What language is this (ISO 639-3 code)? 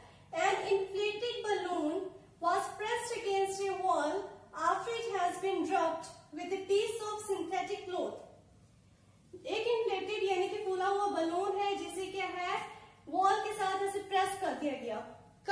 hin